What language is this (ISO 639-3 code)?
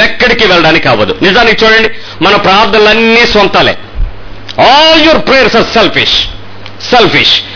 tel